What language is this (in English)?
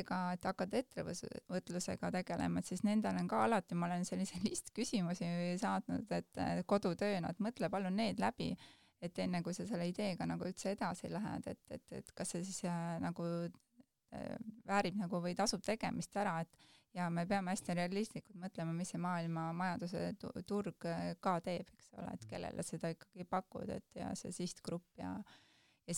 Estonian